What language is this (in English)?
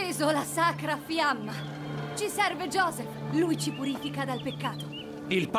Italian